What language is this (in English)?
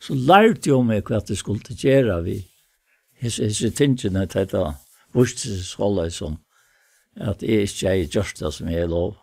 Faroese